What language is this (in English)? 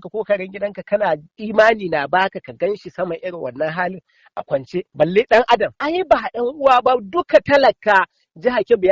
Hausa